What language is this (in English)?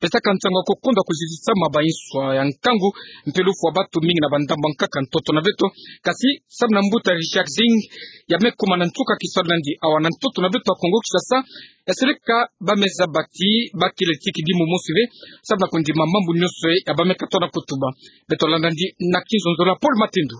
Kituba (Democratic Republic of Congo)